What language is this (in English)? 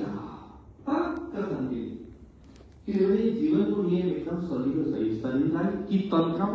Nepali